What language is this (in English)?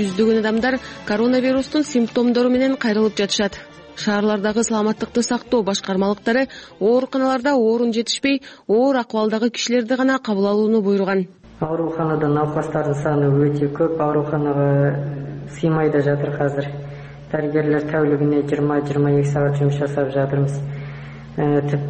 Kyrgyz